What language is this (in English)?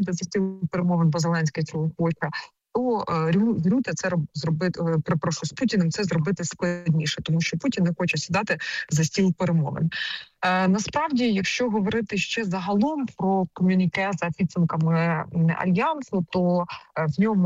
Ukrainian